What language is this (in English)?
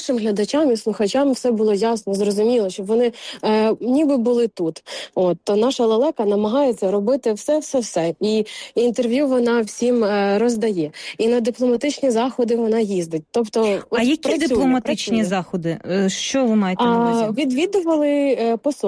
Ukrainian